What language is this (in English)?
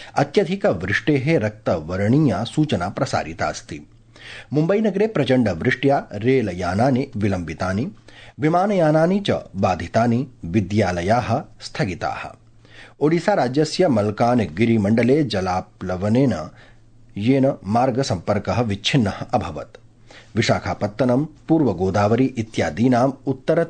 Sanskrit